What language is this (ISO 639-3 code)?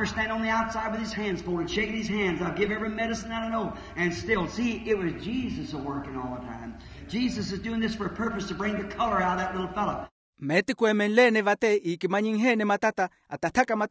vmw